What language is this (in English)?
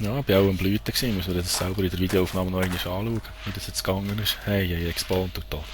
Swiss German